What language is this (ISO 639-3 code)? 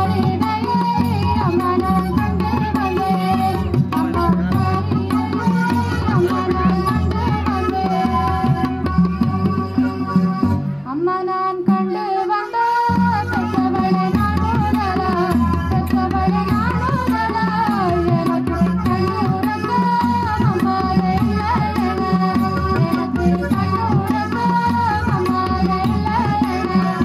tam